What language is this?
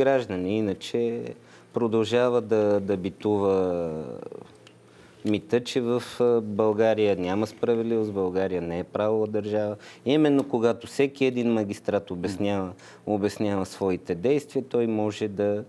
Bulgarian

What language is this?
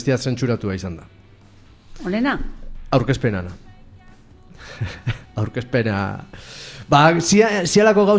Basque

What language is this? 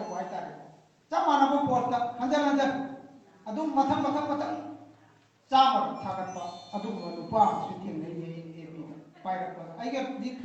Manipuri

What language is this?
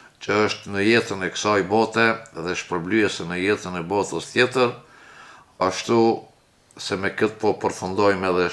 Albanian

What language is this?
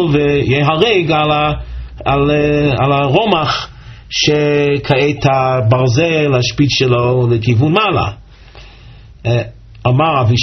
Hebrew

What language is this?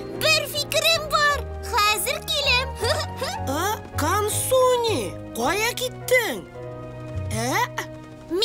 Tatar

